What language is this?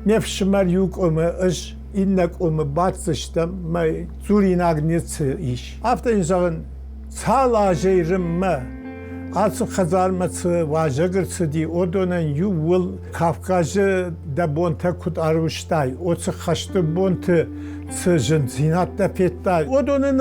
Ossetic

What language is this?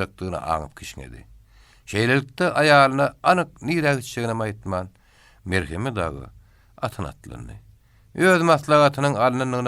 Turkmen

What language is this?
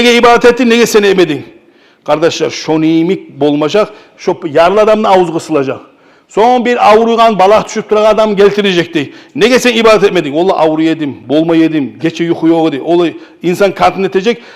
Kumyk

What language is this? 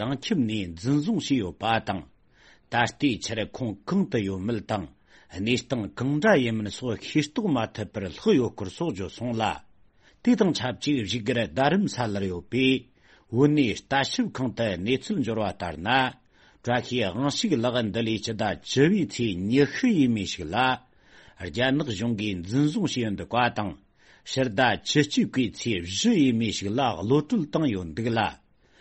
Tibetan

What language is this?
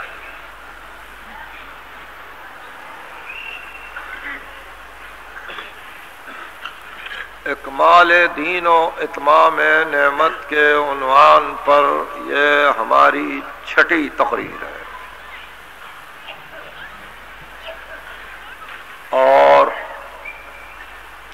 Urdu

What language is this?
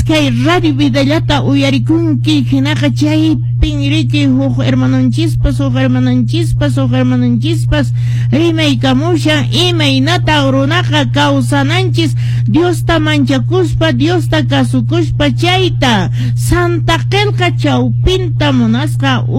Quechua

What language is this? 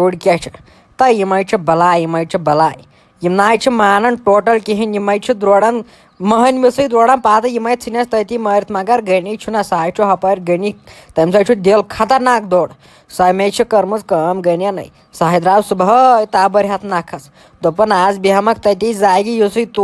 Kashmiri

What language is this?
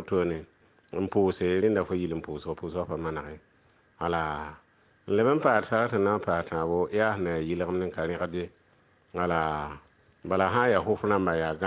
Mossi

